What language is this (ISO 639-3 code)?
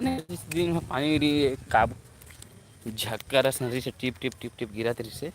hne